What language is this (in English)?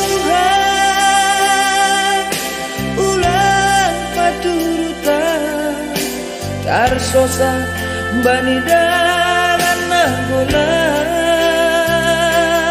Batak Simalungun